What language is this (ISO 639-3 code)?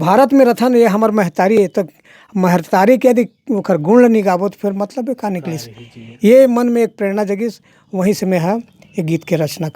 hne